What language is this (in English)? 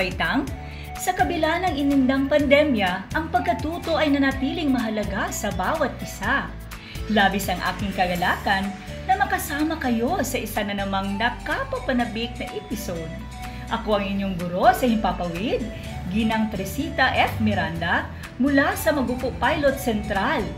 Filipino